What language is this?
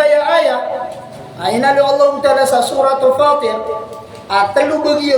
Maranao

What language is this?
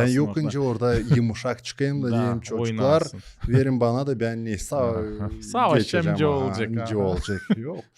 Gagauz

